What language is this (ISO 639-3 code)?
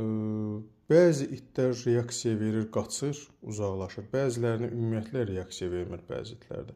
aze